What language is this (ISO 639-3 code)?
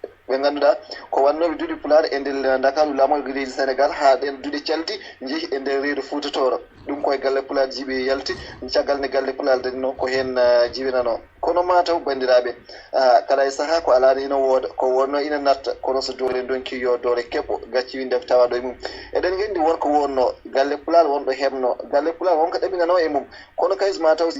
ful